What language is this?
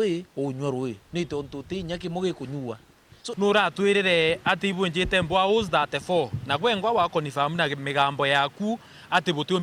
Meru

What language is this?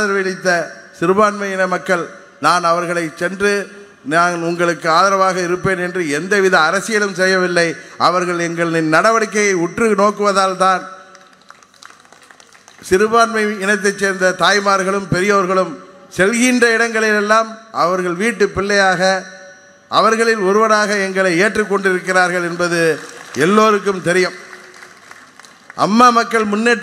Tamil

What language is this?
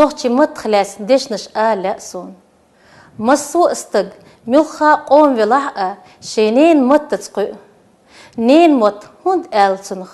Chechen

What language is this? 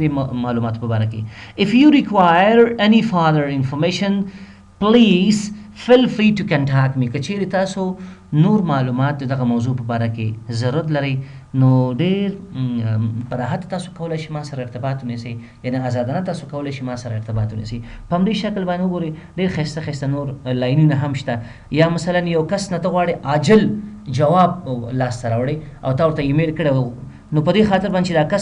Pashto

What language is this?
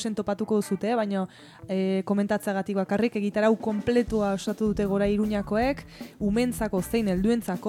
Basque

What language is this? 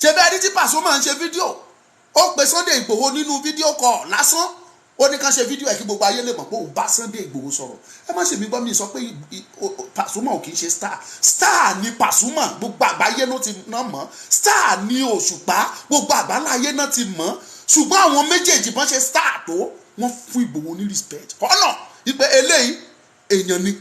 Yoruba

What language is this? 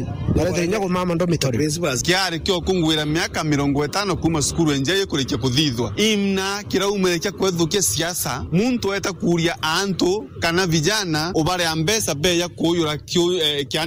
Meru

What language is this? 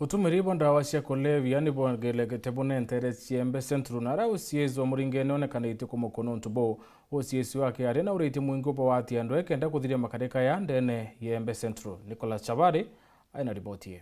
Meru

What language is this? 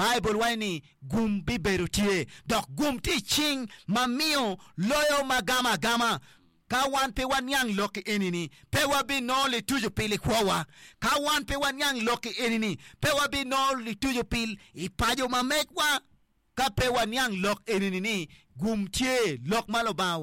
Acoli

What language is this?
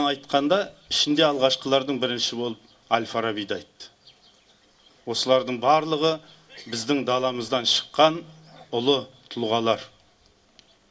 Kazakh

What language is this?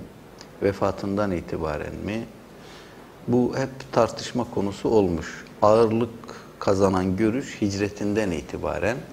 Turkish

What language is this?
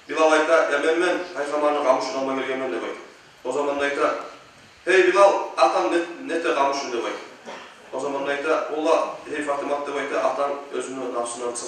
Kumyk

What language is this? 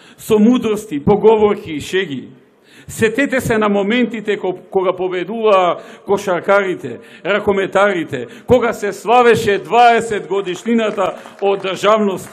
Macedonian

